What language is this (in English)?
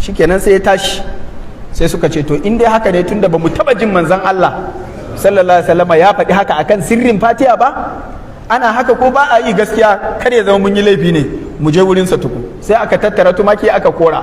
Hausa